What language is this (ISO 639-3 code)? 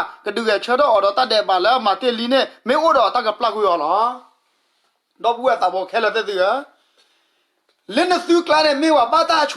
ksw